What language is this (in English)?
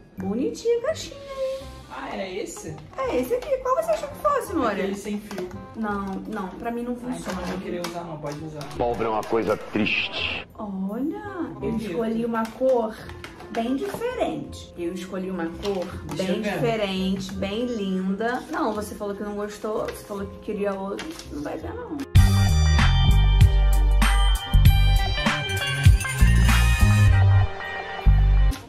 Portuguese